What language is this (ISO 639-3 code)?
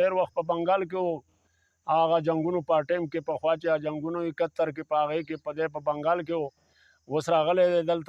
pus